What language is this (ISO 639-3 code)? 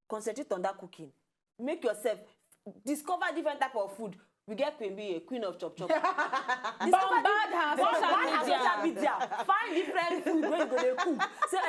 pcm